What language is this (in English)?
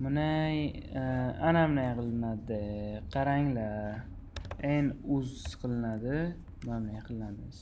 Uzbek